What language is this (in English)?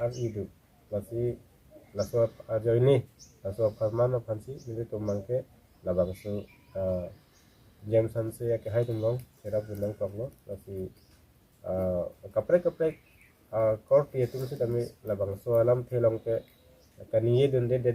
Karbi